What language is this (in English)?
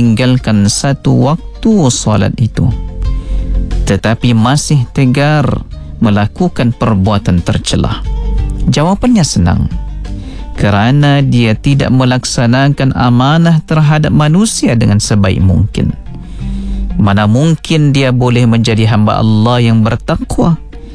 Malay